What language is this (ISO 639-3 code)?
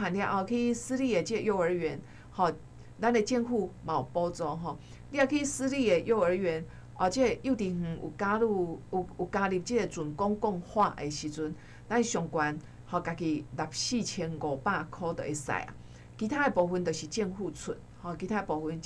nan